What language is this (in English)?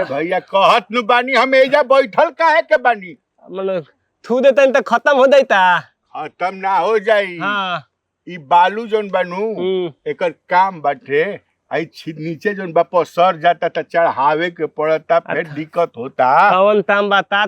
Bhojpuri